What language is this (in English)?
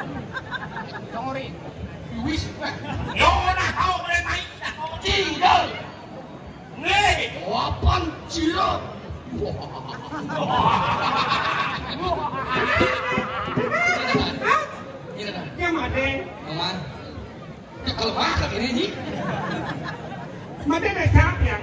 Indonesian